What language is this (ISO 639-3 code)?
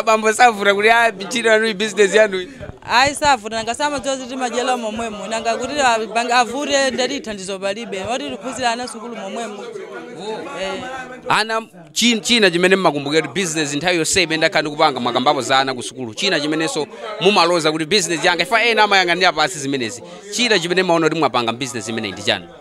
nya